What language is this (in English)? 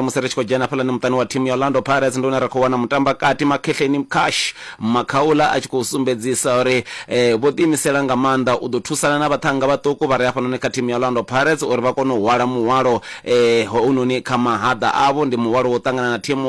Venda